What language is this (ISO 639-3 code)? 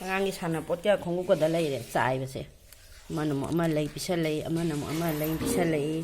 mni